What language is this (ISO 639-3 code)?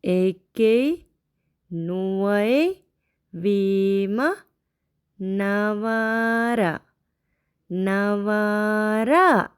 div